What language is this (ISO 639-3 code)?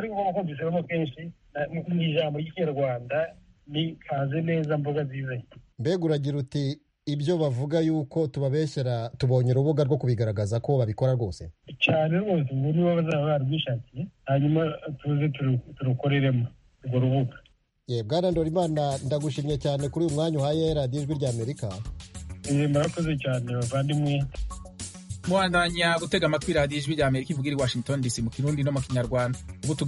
kin